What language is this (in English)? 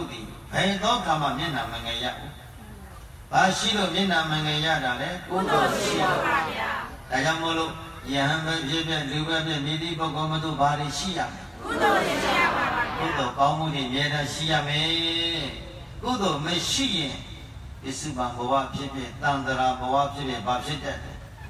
Burmese